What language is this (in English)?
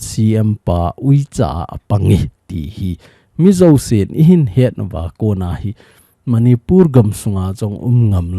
Thado Chin